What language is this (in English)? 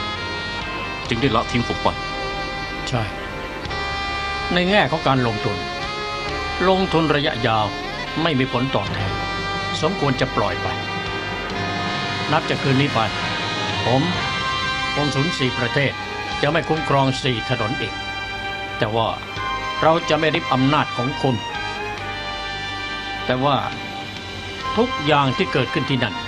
Thai